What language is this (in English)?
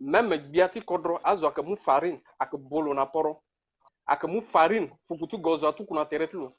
Sango